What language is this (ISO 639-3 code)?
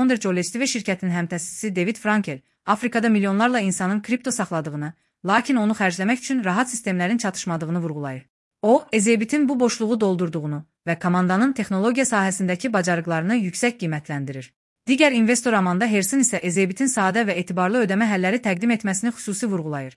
aze